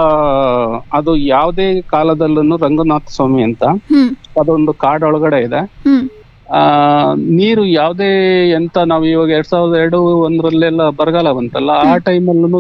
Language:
Kannada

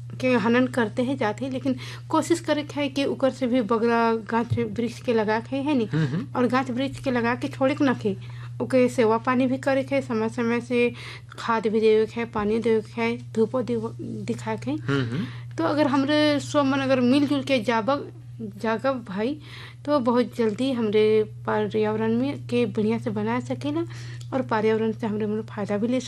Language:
Sadri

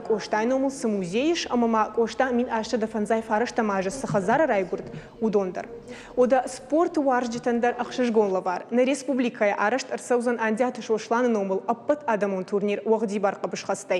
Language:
Ossetic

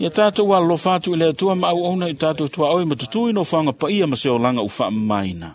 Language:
Samoan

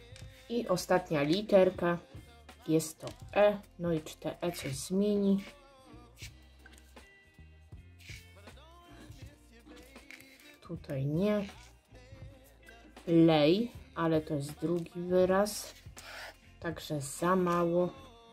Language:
Polish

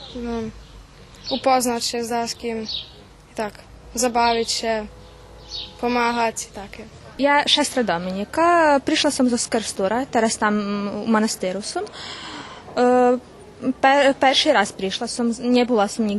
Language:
Rusyn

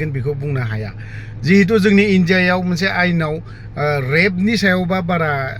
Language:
Bodo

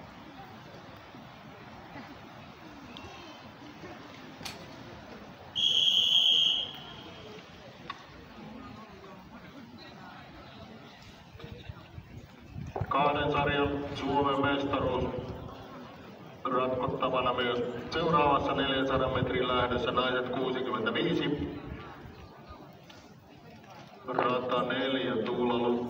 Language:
Finnish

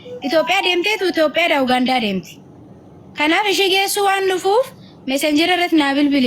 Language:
Oromo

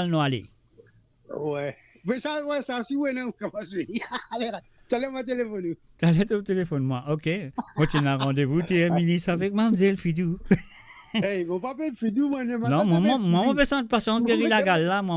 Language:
Morisyen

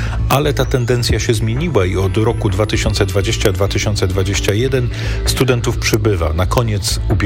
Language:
Polish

